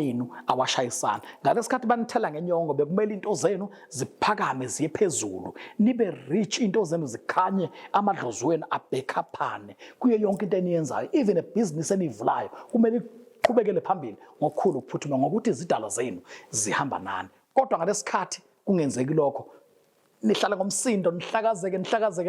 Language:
Zulu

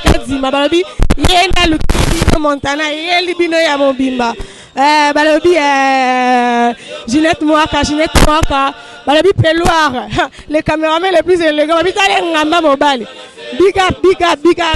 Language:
Lingala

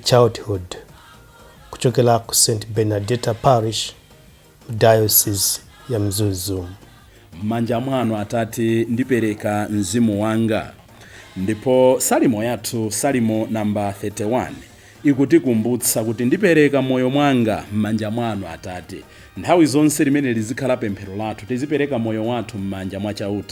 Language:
Nyanja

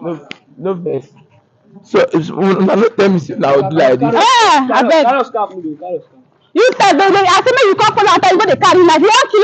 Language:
Nigerian Pidgin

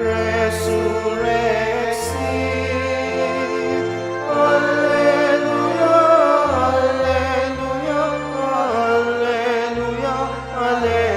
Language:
Pampanga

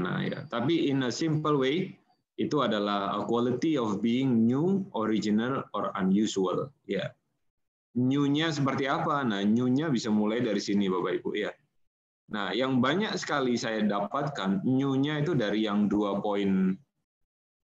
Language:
Indonesian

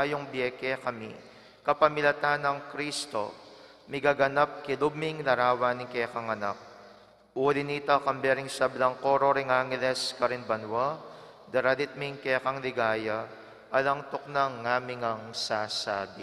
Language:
Pampanga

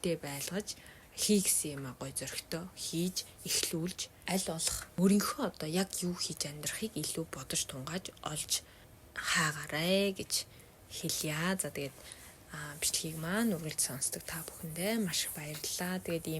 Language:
Mongolian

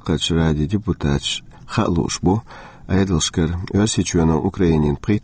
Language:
Chechen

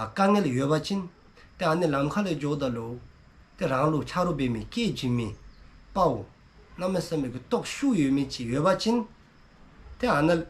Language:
Dzongkha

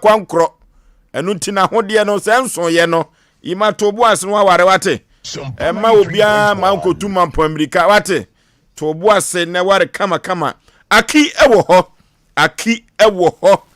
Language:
Akan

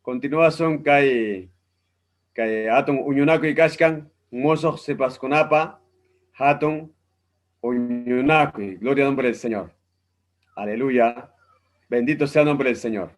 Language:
Ayacucho Quechua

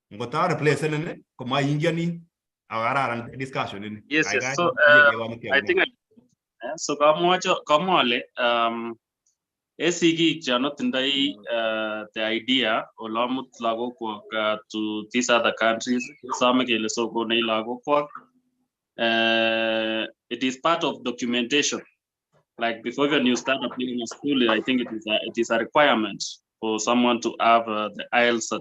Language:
Kalenjin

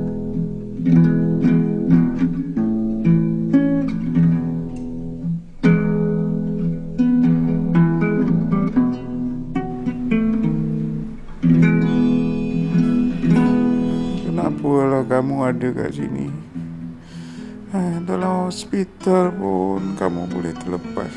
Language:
Malay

